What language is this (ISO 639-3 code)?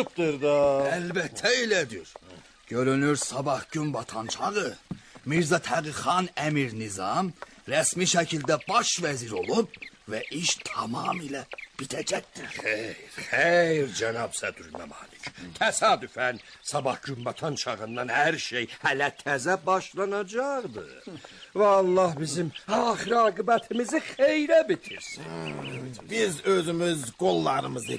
aze